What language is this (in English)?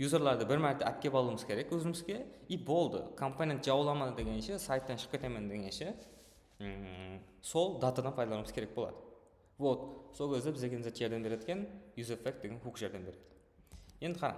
Kara-Kalpak